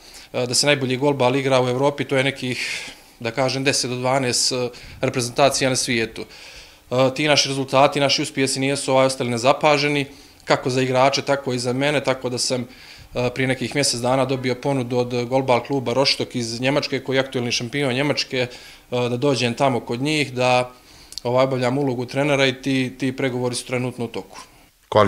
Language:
Bosnian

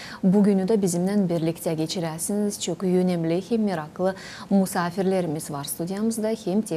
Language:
Gagauz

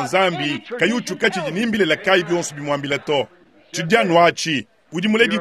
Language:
Luba-Lulua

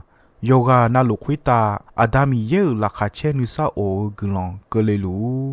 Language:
Akha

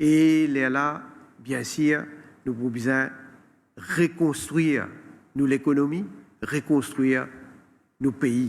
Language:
Morisyen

